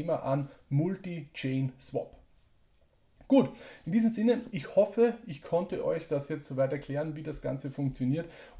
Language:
German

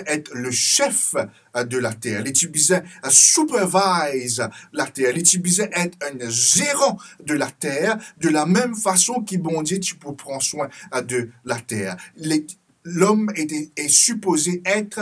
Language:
Morisyen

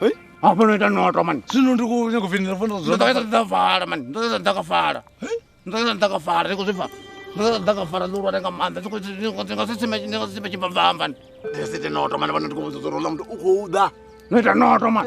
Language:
Venda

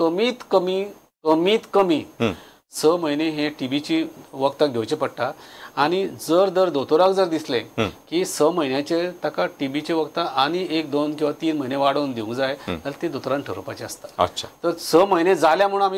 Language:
Konkani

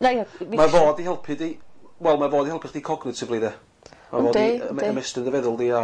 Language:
Welsh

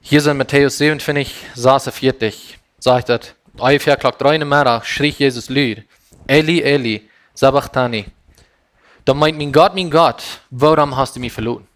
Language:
Plautdietsch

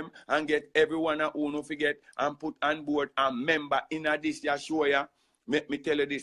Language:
Jamaican Creole English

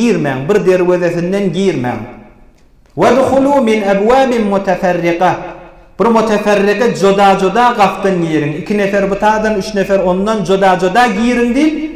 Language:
Turkmen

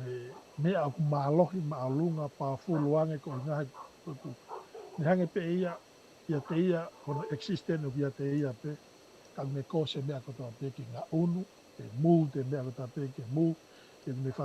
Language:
Tongan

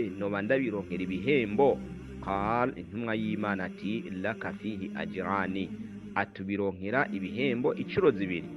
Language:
Rundi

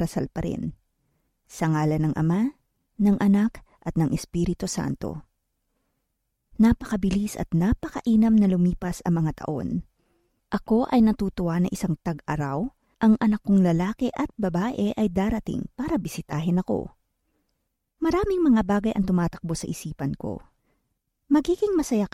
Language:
Filipino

